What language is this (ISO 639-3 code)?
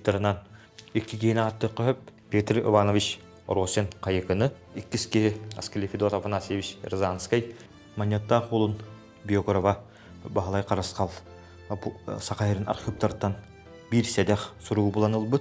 sah